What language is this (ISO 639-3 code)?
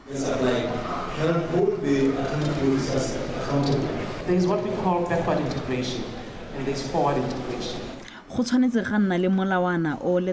tsn